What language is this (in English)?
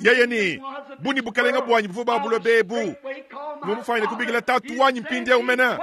Luba-Lulua